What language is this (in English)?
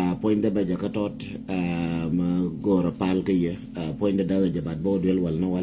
Nuer